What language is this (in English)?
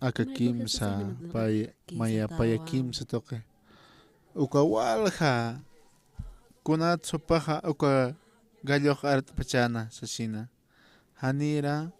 Aymara